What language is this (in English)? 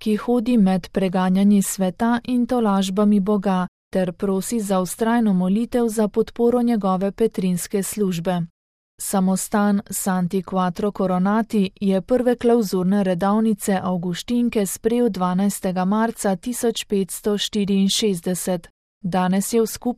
Slovenian